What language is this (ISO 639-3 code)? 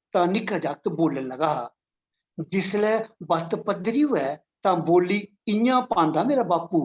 doi